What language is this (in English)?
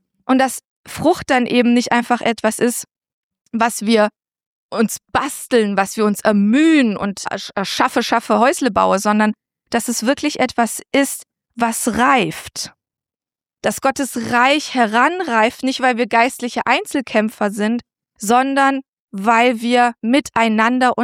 German